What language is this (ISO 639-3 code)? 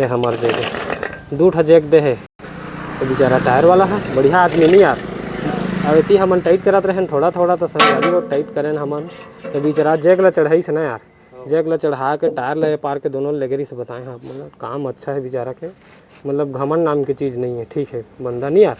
hne